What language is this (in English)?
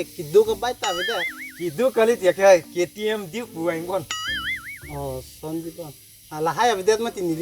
Karbi